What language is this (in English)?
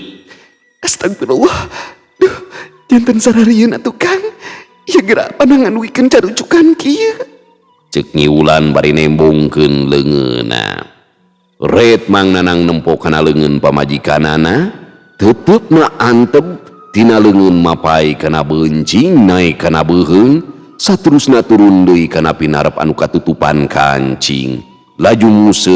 Sundanese